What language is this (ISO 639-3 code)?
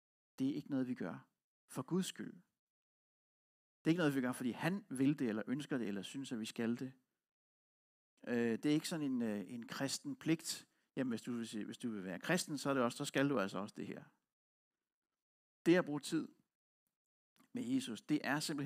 dan